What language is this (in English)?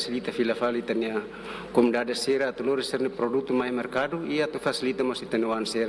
Tetum